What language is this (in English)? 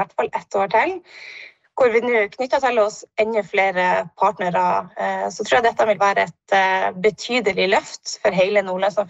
Norwegian